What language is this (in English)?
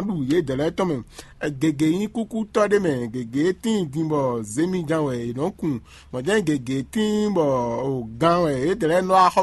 Fon